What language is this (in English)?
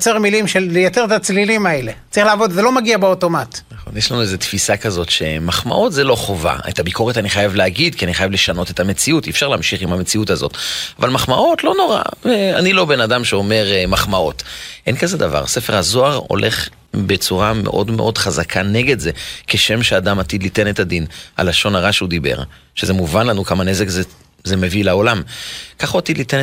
Hebrew